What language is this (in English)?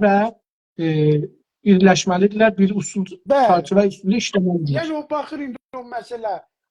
South Azerbaijani